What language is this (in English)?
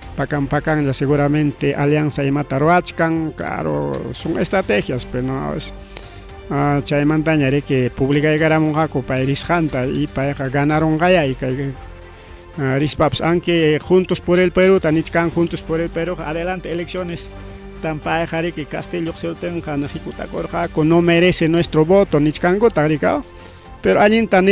Ayacucho Quechua